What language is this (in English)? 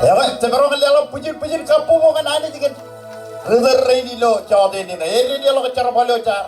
Marshallese